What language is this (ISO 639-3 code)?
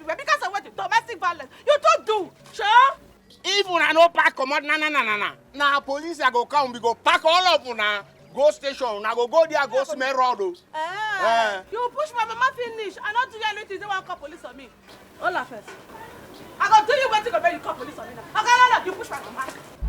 pcm